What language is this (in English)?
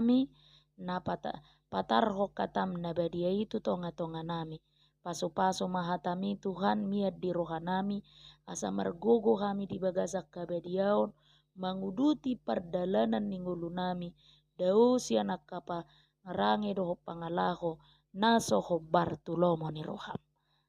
Batak Toba